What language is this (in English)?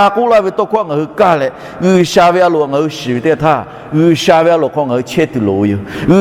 Lahu